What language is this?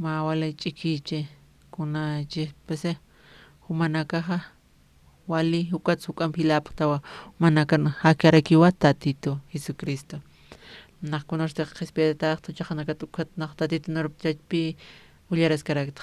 Aymara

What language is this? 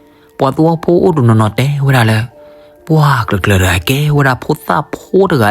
S'gaw Karen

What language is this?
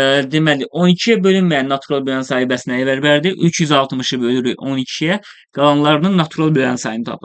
Azerbaijani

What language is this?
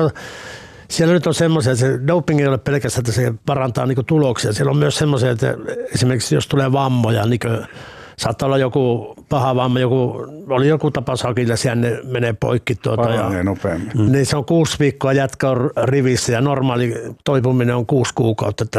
Finnish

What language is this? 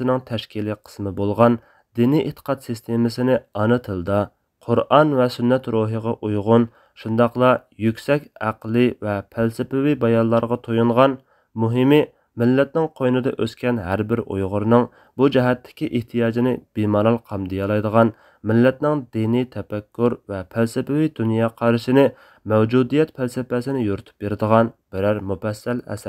Uyghur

